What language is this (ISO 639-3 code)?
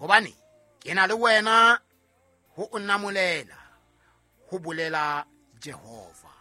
sot